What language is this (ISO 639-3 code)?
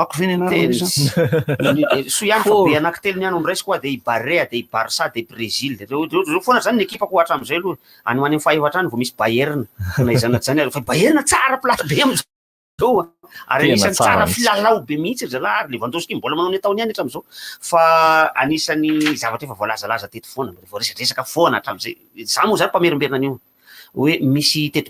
mlg